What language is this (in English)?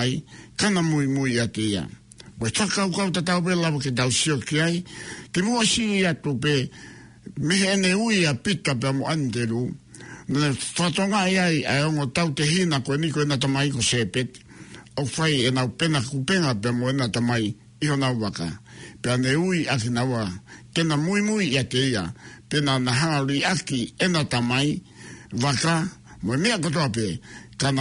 Tongan